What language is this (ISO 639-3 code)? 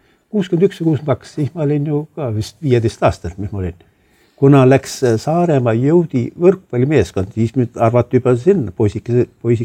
est